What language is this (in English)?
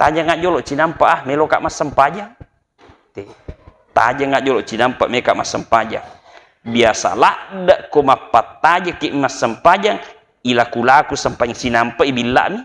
Buginese